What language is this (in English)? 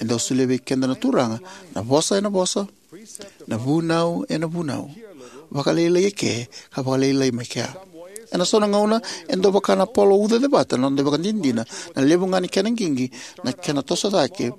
Fijian